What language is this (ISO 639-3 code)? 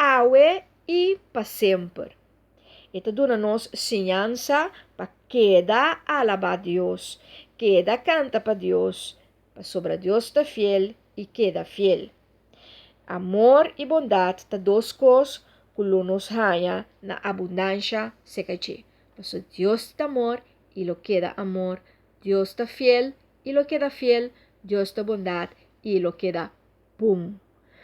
pap